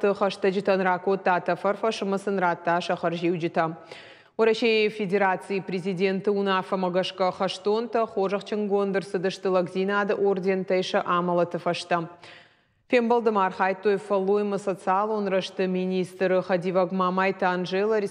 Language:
Ossetic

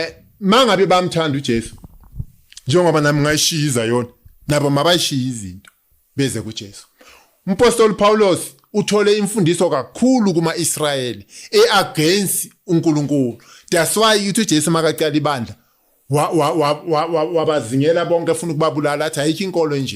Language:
Zulu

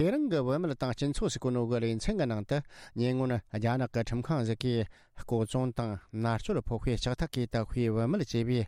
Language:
Tibetan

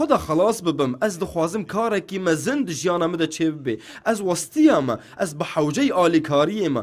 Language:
Kurdish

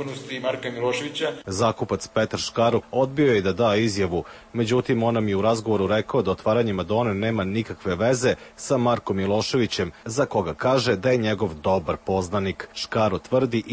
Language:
Serbian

